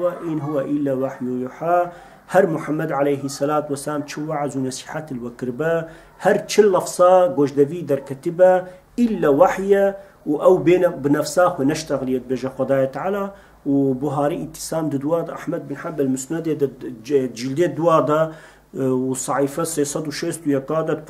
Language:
Kurdish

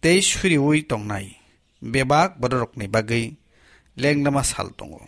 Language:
Kok Borok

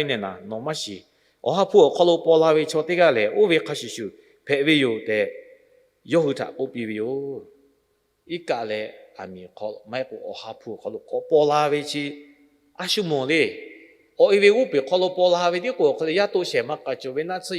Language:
Lahu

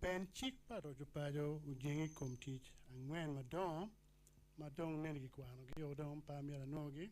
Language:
Acoli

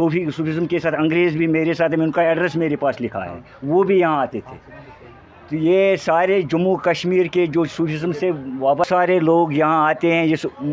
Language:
Kashmiri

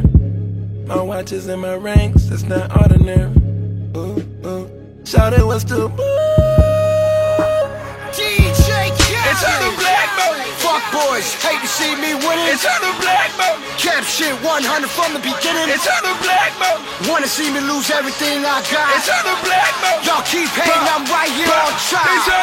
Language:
English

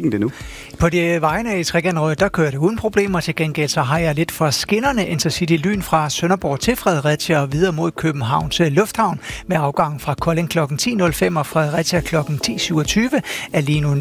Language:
Danish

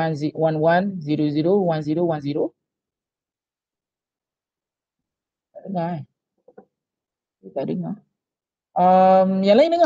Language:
Malay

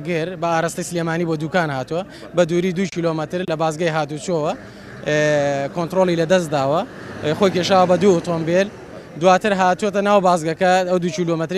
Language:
Central Kurdish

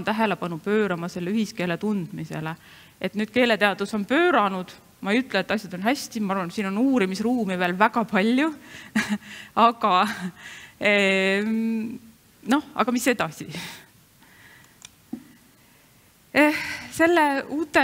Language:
Estonian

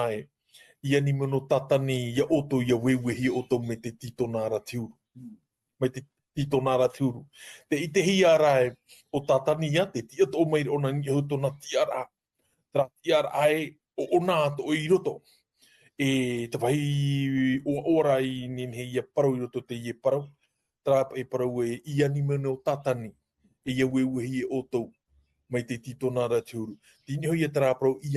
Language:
Tahitian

